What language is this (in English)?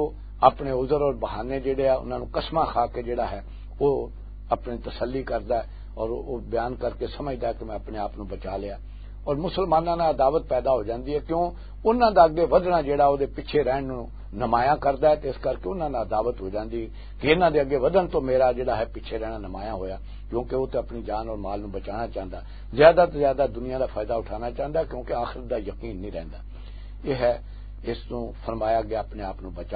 Western Panjabi